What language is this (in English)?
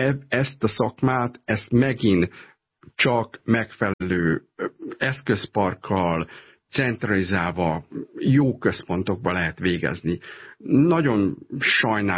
Hungarian